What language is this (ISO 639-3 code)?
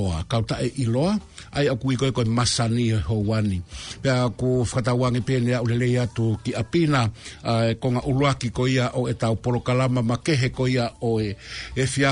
ton